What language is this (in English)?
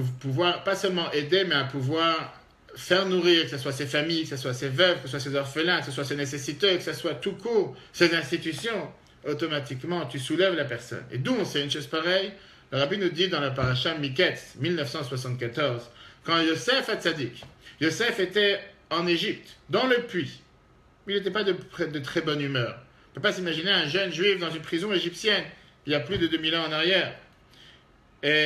French